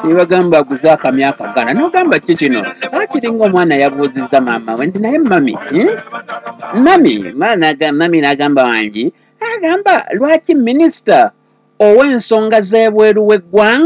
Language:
Ganda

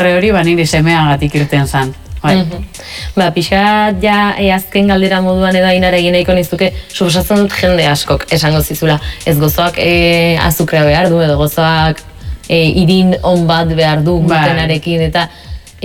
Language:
Basque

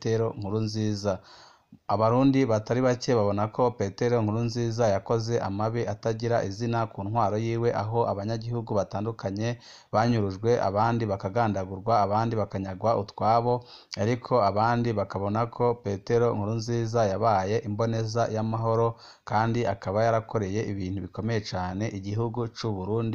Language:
Rundi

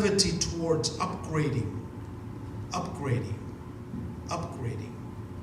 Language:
Samoan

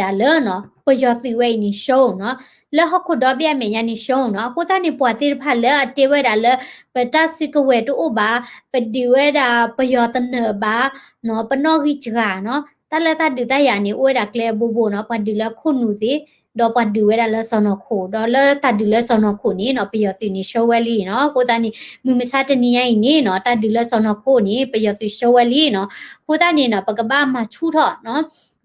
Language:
S'gaw Karen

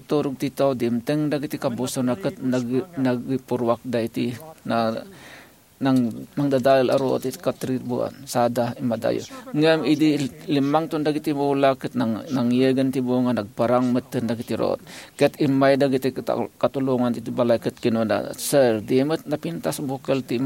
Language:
Iloko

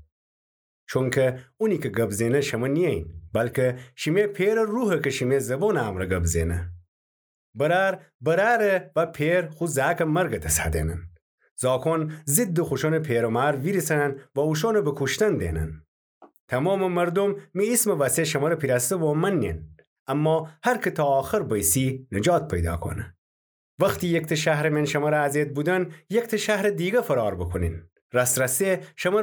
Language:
Gilaki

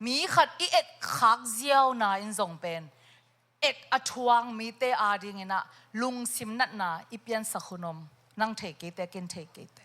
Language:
Tedim Chin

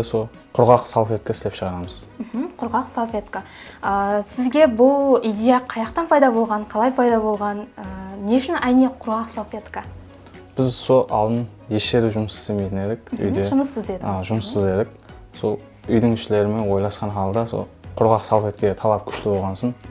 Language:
Kara-Kalpak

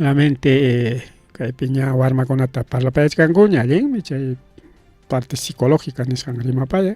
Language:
Ayacucho Quechua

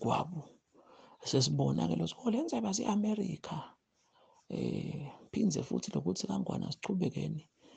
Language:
Zulu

